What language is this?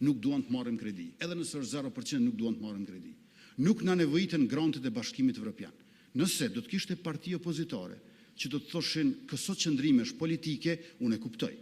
Albanian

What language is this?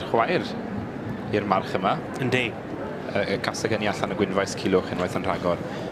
Welsh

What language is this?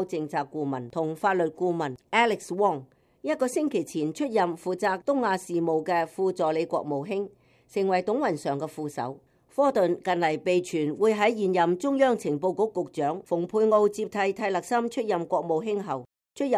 Cantonese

